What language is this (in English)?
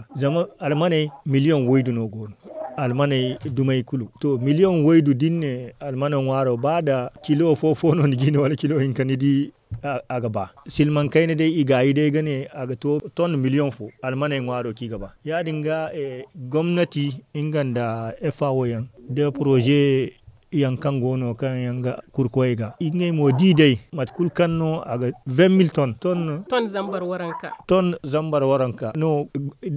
Zarma